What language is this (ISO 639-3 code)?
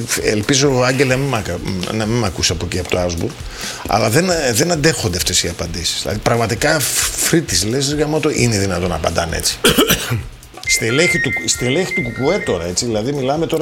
ell